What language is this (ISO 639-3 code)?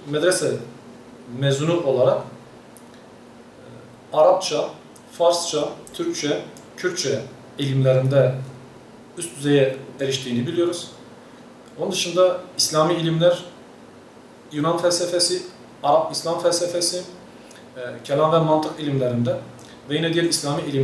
tur